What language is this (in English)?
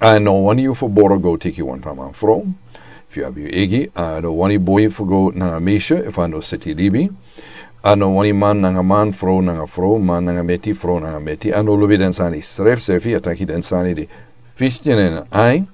Sranan Tongo